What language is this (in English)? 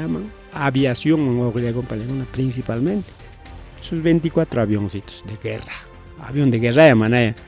Ayacucho Quechua